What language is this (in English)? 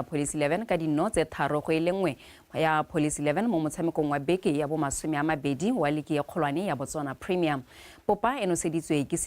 Tswana